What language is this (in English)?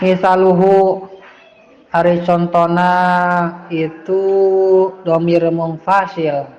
Sundanese